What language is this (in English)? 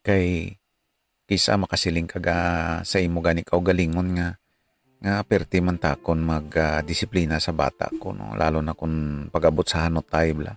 Hiligaynon